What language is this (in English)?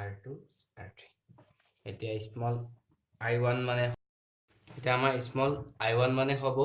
Assamese